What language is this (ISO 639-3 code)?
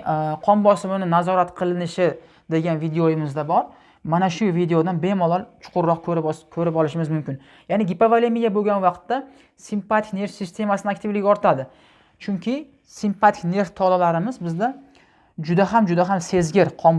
uzb